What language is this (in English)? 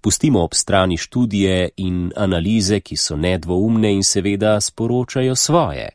Slovenian